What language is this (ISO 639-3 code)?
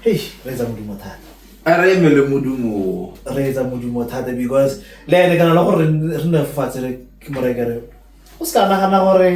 tsn